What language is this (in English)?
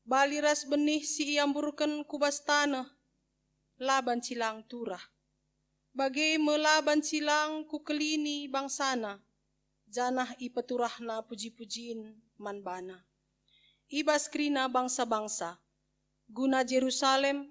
Batak Karo